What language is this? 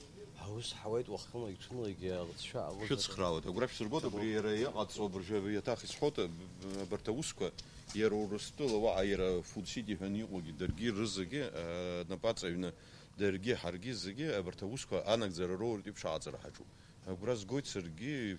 Abkhazian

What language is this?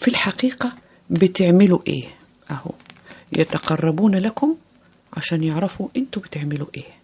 Egyptian Arabic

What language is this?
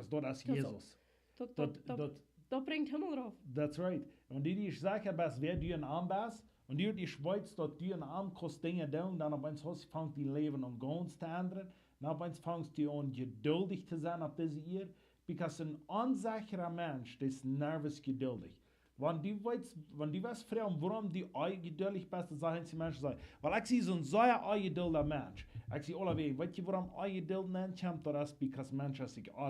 Plautdietsch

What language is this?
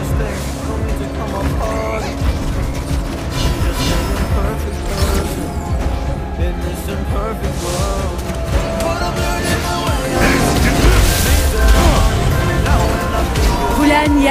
Turkish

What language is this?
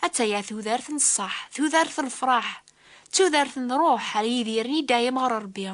Kabyle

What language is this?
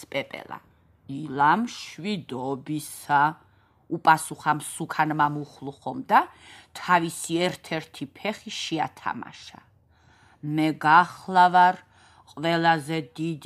Georgian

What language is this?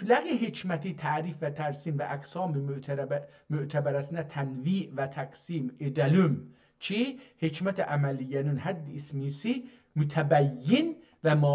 South Azerbaijani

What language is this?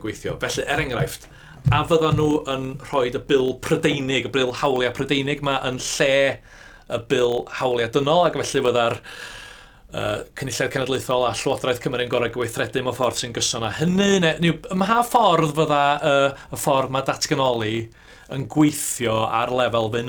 Welsh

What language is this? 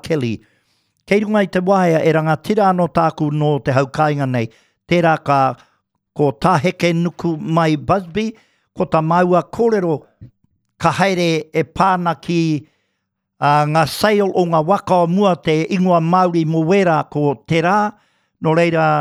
Māori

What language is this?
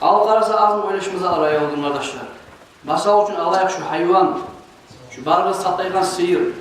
Kumyk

